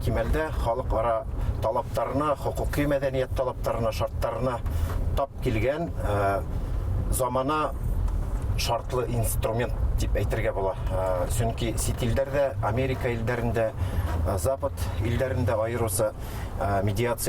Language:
Bashkir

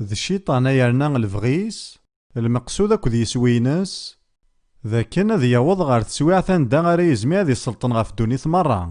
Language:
Kabyle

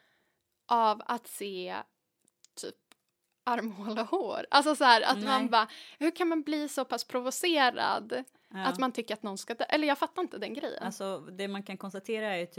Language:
Swedish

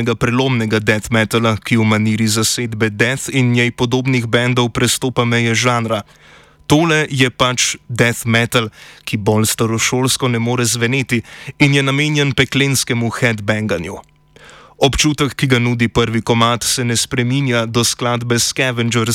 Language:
Slovenian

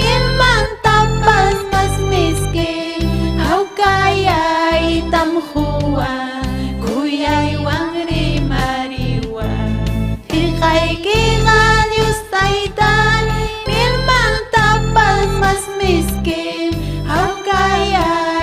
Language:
Ayacucho Quechua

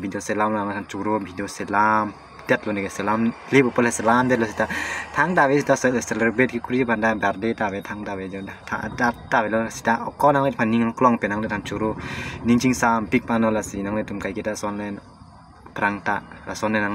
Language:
Karbi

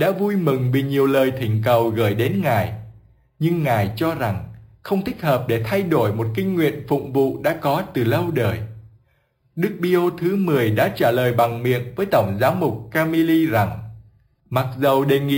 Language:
Vietnamese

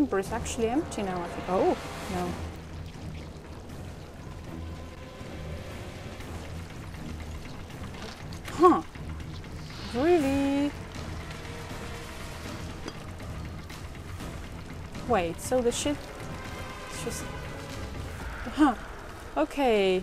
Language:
English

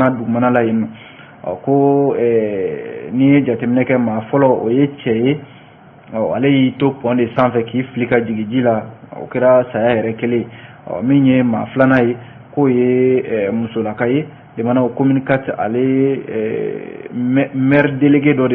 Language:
Bambara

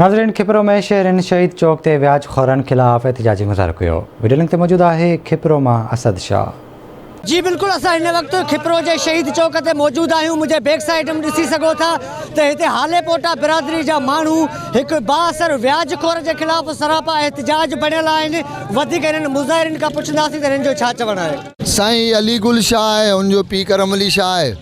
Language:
Sindhi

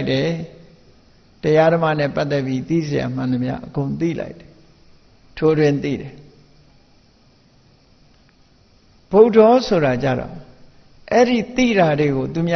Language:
Burmese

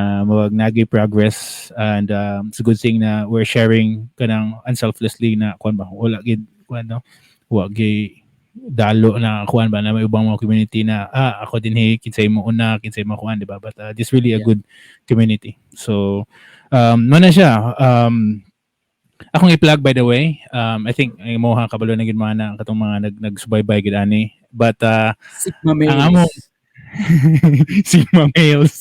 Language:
Cebuano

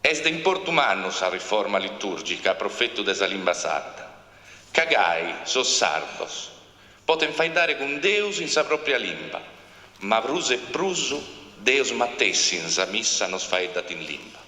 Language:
Sardinian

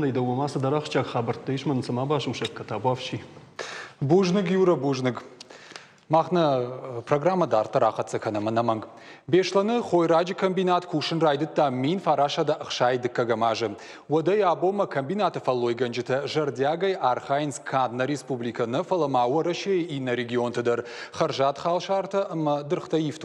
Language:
Ossetic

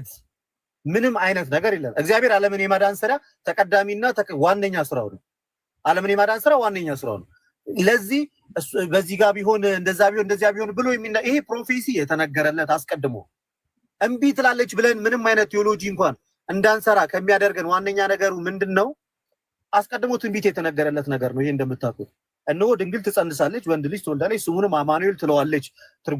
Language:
Amharic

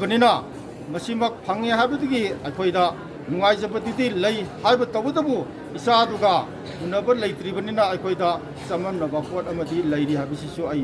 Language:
Manipuri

